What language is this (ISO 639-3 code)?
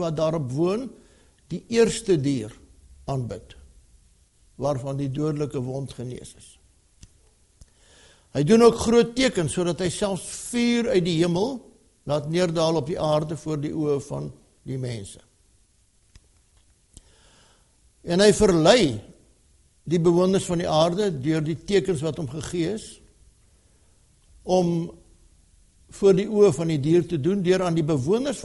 afr